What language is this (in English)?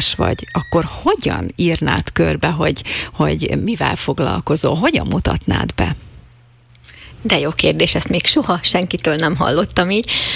Hungarian